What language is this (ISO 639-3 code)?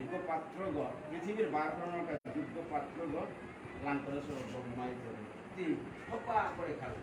bpy